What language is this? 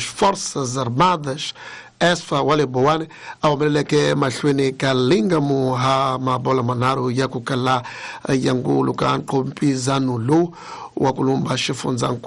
Tsonga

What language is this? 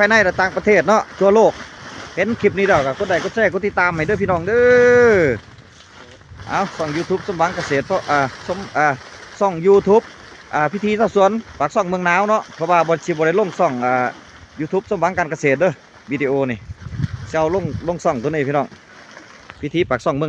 Lao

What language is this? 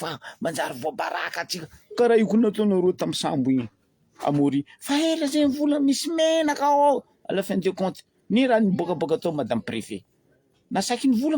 Malagasy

